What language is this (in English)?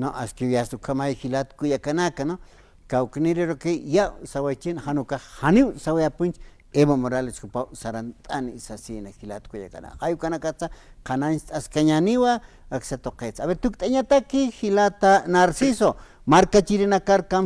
Aymara